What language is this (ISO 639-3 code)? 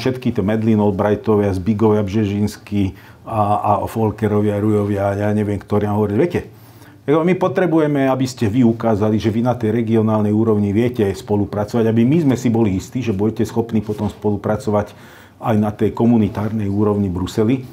slk